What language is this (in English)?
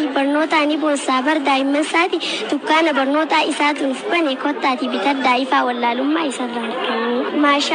Oromo